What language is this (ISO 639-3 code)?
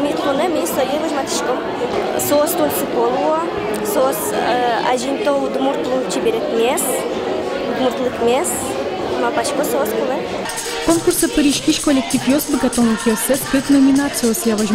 udm